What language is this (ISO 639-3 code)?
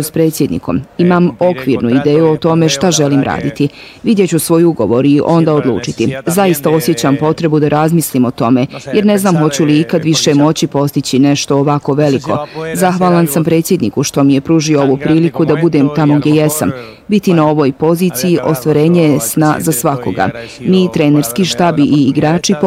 bos